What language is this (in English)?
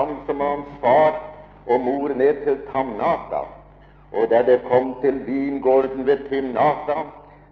Norwegian